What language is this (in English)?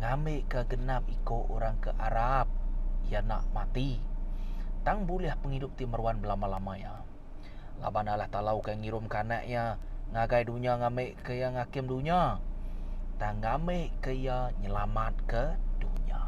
Iban